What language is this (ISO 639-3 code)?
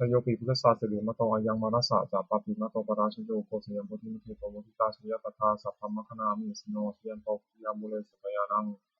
pli